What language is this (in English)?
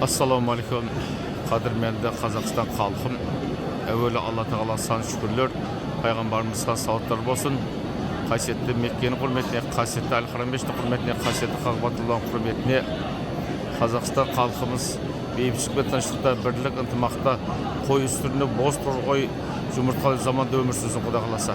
Kazakh